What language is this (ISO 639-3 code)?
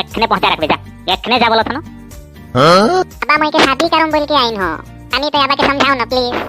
sck